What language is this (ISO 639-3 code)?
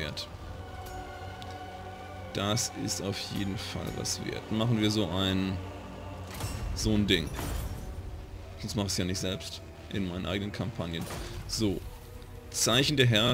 deu